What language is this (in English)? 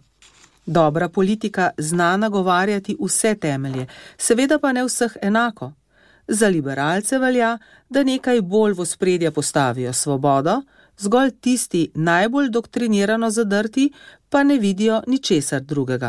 Slovenian